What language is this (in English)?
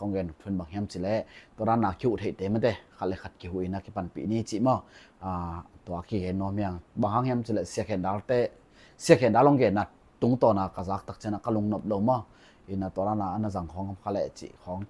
Tedim Chin